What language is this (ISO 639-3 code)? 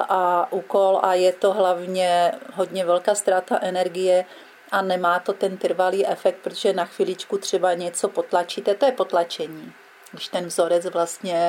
ces